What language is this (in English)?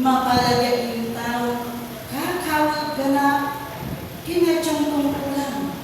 Pampanga